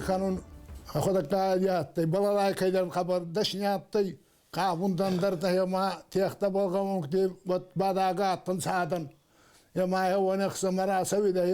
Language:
Ossetic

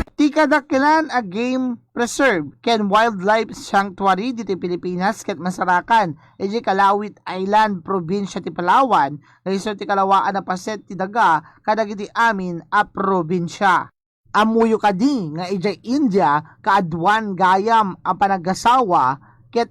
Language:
Iloko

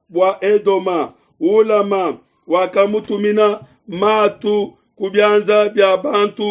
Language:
Luba-Lulua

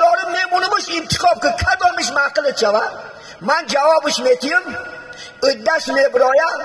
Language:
Tajik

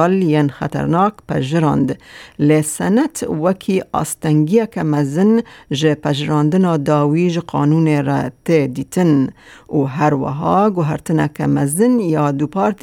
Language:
Kurdish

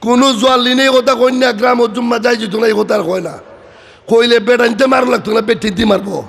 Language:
Sylheti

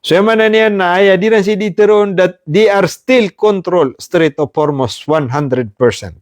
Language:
Maranao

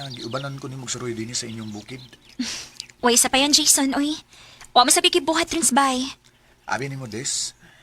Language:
Cebuano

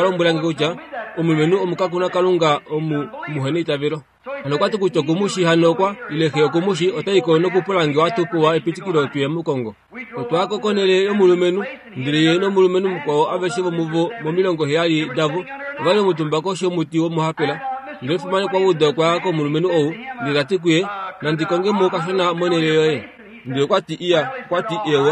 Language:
Kuanyama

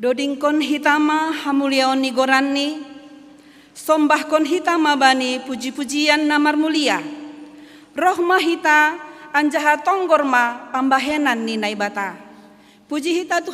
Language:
Batak Simalungun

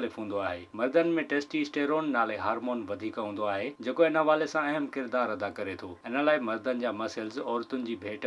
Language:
Sindhi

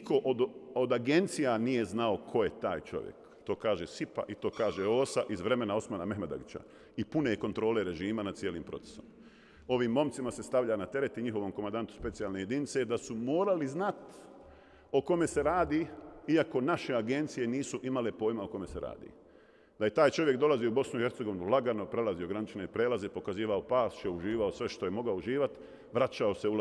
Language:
Bosnian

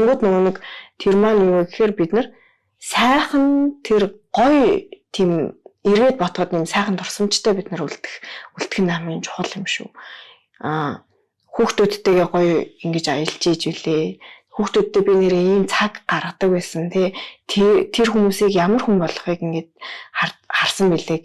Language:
Mongolian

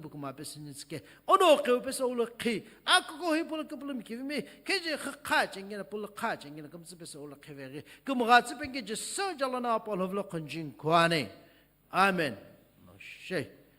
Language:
Sumi Naga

